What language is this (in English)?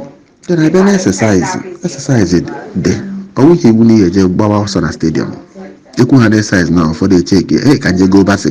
Igbo